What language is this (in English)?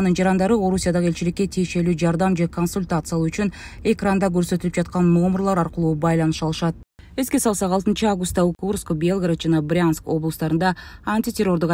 Kyrgyz